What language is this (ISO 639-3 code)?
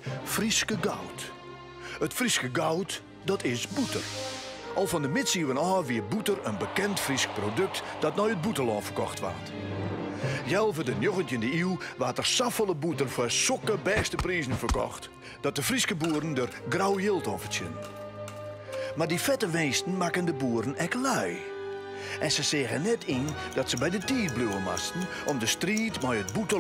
fry